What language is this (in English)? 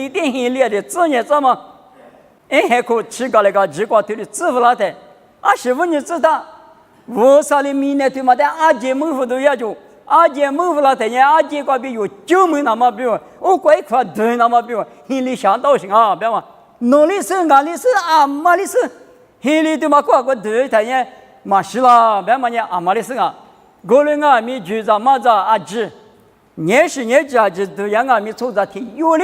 Lisu